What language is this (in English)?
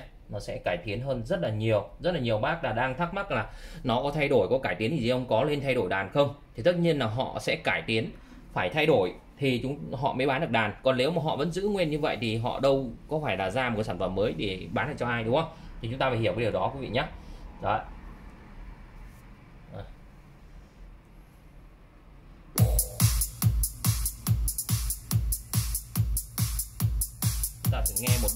Vietnamese